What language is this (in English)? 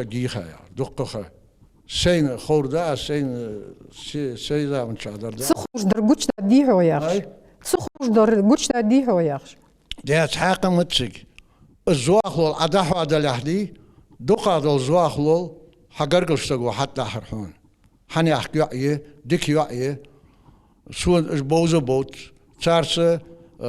Ingush